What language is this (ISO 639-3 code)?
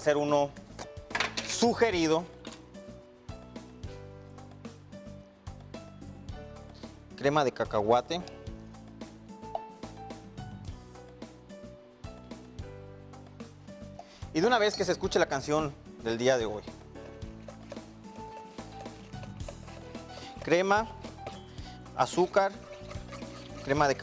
spa